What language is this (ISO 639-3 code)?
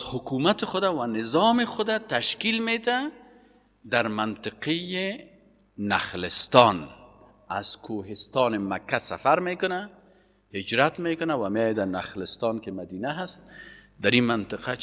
fas